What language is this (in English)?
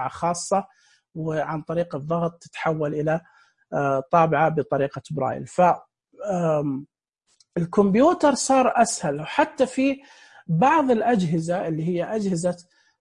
Najdi Arabic